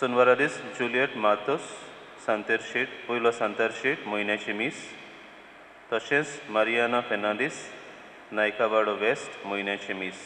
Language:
Konkani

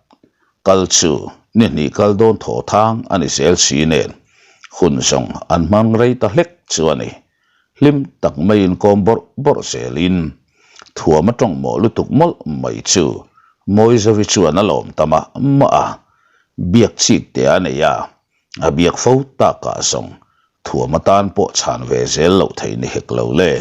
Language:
Mizo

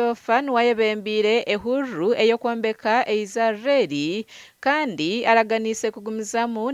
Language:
Nyankole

